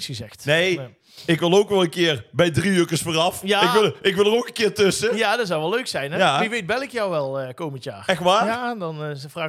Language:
Dutch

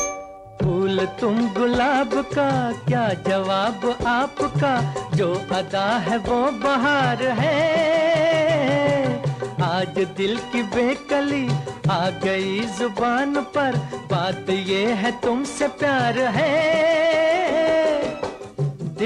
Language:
Hindi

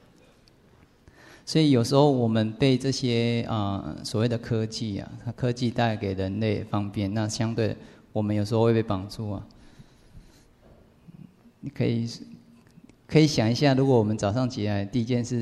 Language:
Chinese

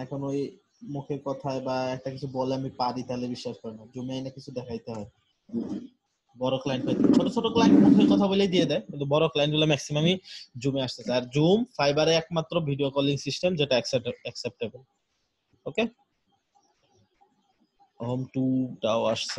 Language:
Bangla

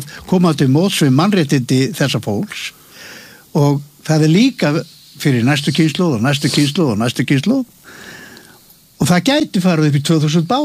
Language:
Icelandic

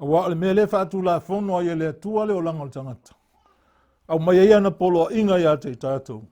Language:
Samoan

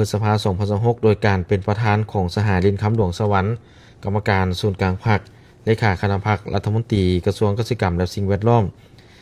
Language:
Lao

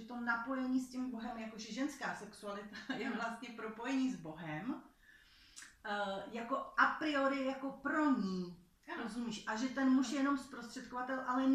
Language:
Czech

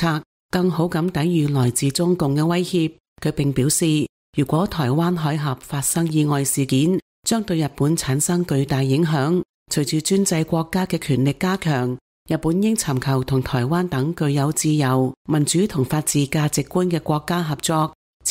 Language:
Cantonese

